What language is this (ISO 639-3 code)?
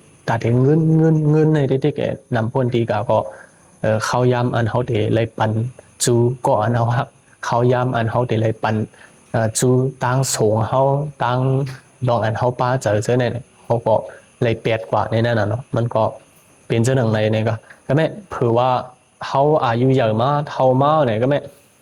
shn